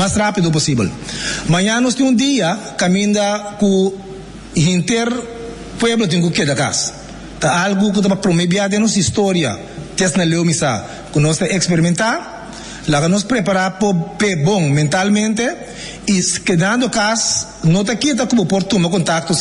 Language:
Papiamento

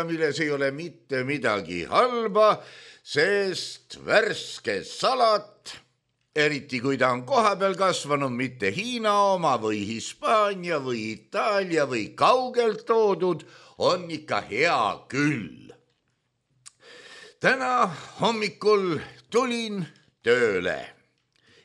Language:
Estonian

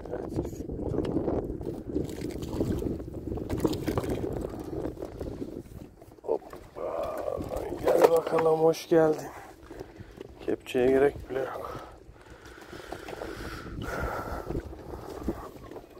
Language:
Turkish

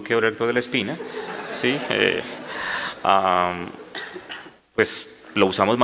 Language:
Spanish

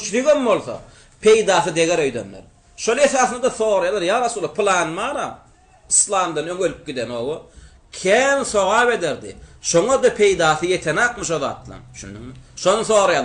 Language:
Turkmen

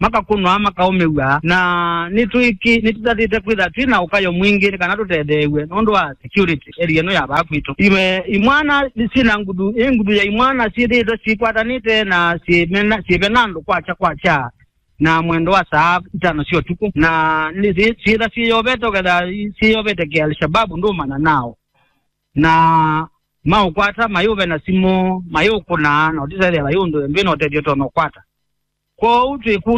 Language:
Kamba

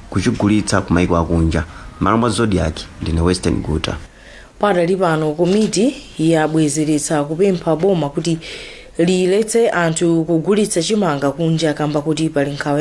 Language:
Nyanja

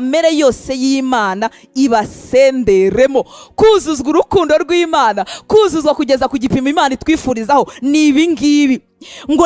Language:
Kinyarwanda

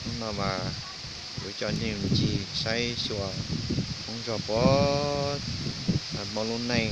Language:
Hmong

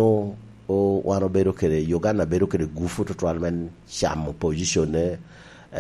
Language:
Lango (Uganda)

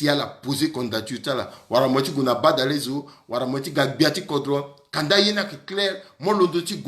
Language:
Sango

